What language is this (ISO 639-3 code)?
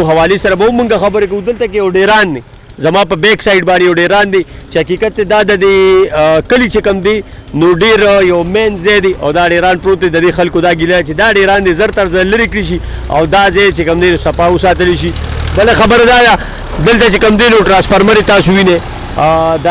pus